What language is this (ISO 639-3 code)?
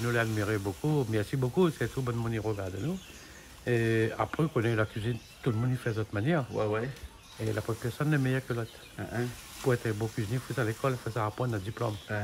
rcf